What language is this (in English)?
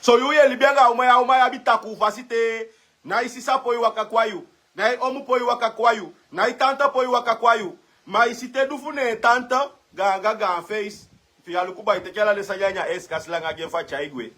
Sranan Tongo